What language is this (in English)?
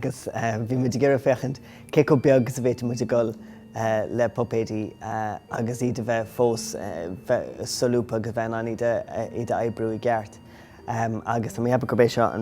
Irish